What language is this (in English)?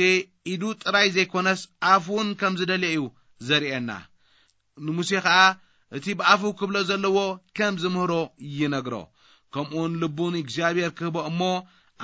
Tigrinya